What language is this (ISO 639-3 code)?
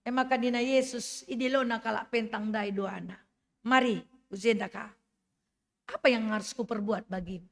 btx